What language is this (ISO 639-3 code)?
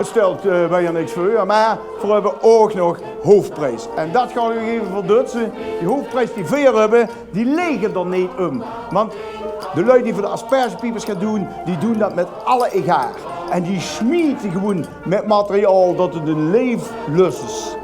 lim